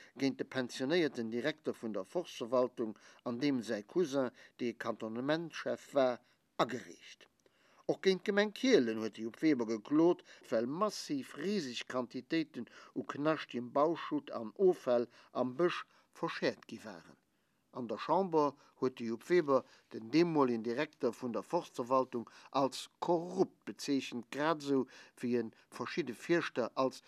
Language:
Luxembourgish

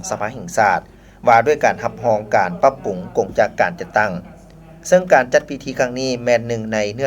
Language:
Lao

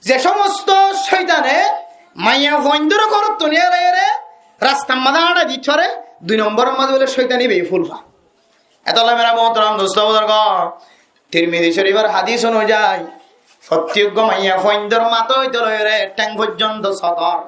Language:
Rohingya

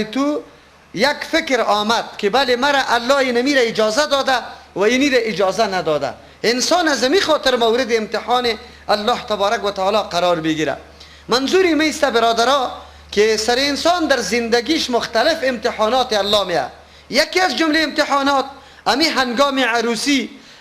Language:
Persian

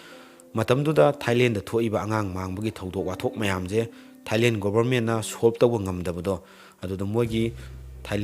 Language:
Manipuri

